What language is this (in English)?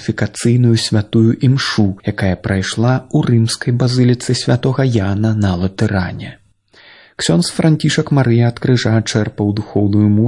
Belarusian